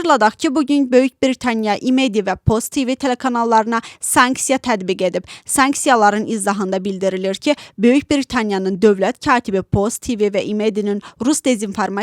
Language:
Azerbaijani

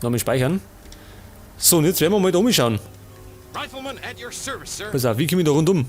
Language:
Bavarian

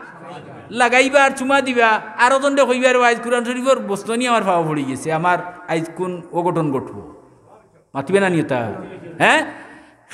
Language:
Sylheti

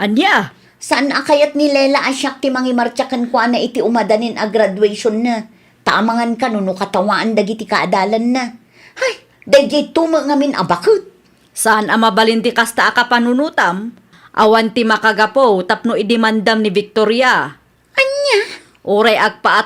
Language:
Iloko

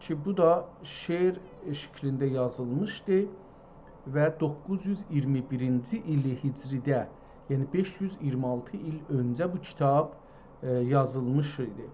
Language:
South Azerbaijani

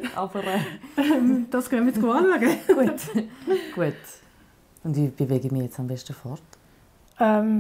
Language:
Swiss German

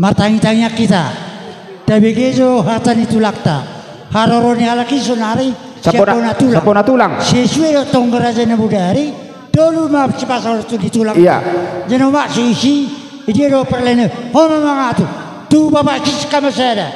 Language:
Batak Toba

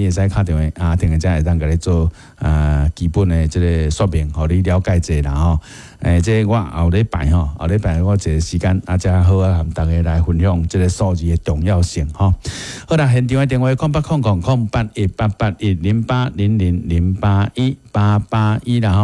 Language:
Min Nan Chinese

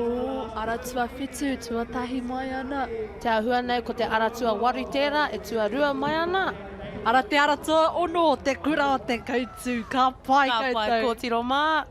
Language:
Māori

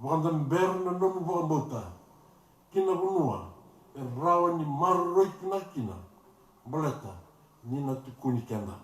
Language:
Fijian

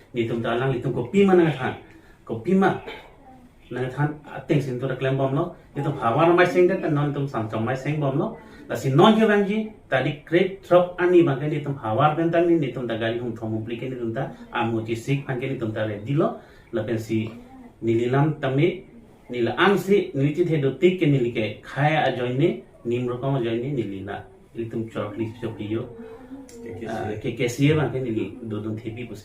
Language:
Karbi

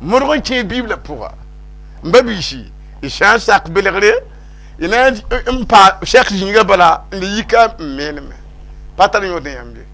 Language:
Mossi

